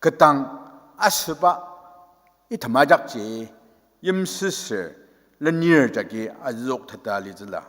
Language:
Ao Naga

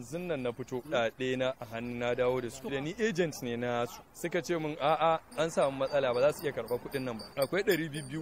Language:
Hausa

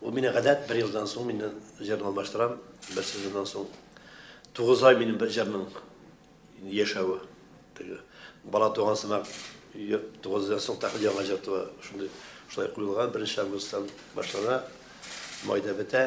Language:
Tatar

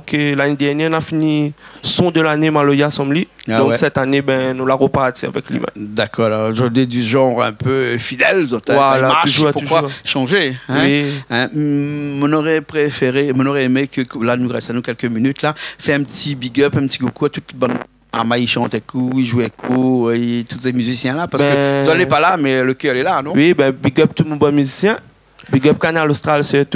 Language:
Réunion Creole French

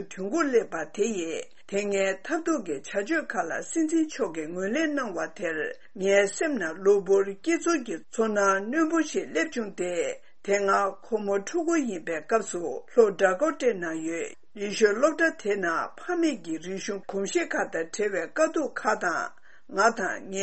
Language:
Tibetan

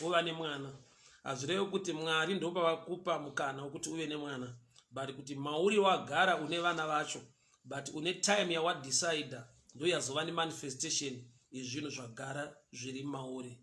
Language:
Shona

